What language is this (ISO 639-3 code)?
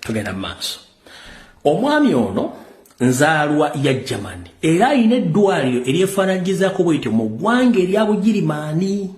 lug